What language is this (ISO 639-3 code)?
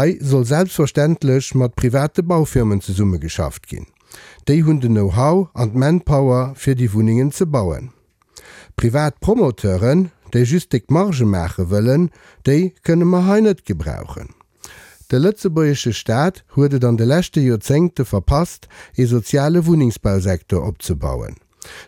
ltz